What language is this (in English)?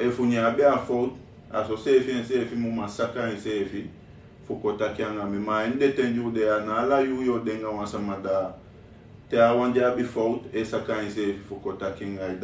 Sranan Tongo